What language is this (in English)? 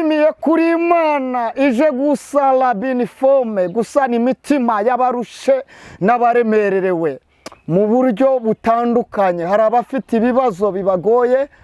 Kinyarwanda